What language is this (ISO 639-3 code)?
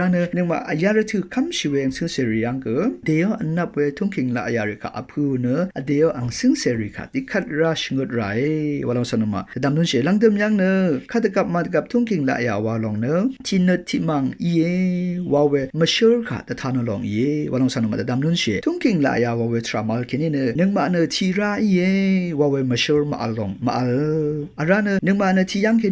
raw